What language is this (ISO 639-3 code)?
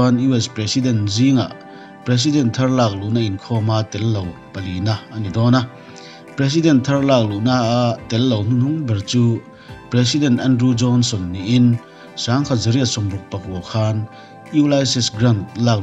lus